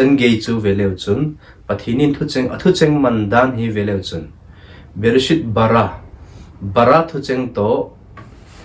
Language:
Thado Chin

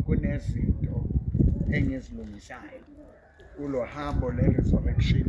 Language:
Southern Sotho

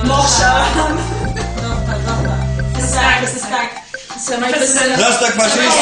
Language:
Ossetic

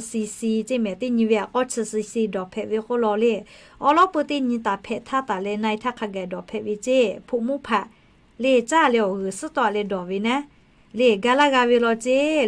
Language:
Lahu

